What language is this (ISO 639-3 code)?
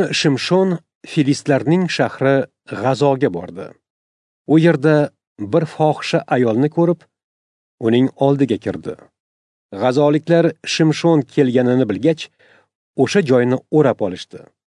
uzb